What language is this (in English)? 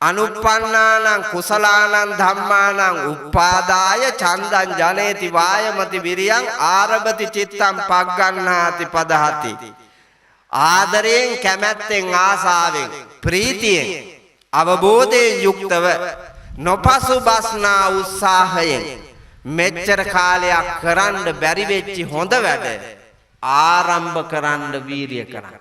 Sinhala